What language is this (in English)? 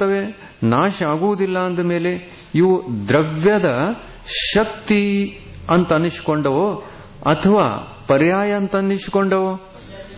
Kannada